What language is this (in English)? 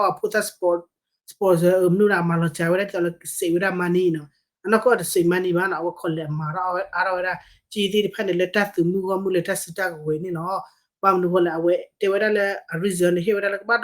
S'gaw Karen